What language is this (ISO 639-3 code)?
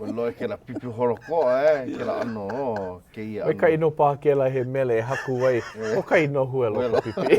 haw